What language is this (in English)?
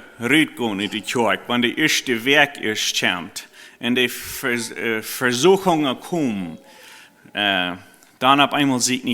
Plautdietsch